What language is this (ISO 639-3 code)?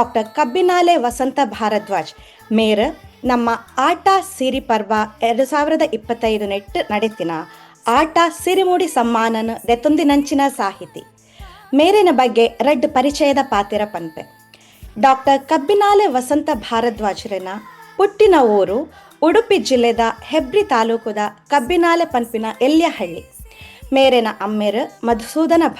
tcy